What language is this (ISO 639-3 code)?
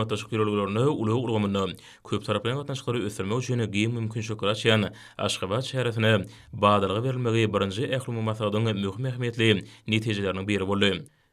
tuk